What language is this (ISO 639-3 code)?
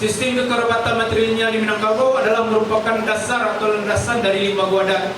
min